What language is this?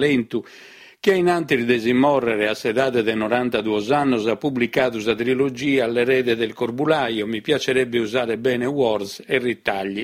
Sardinian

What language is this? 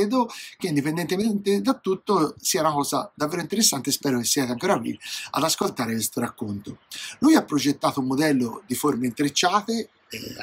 Italian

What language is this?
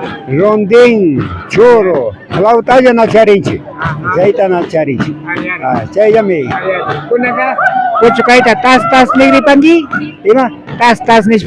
Imbabura Highland Quichua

